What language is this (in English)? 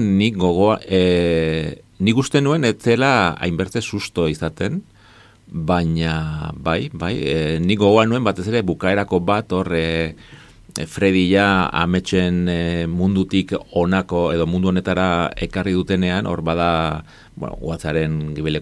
Basque